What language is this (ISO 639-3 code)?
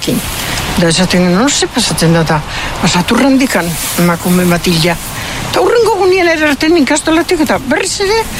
eus